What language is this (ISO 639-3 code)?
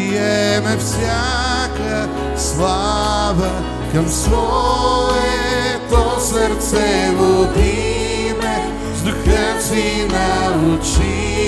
bul